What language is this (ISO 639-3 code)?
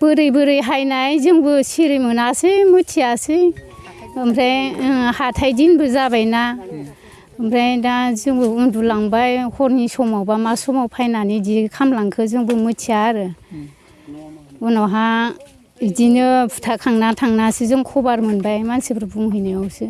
brx